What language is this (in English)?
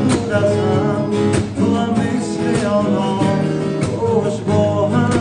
Tajik